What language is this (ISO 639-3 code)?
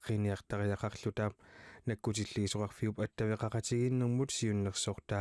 kal